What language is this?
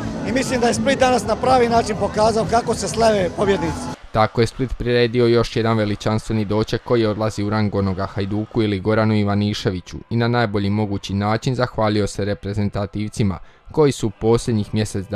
Croatian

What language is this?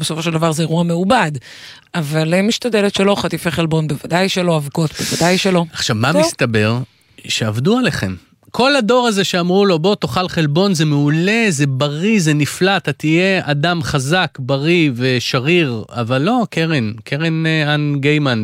Hebrew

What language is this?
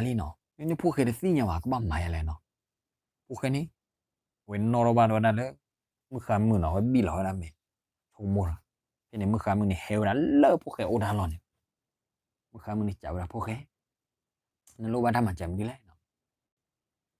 S'gaw Karen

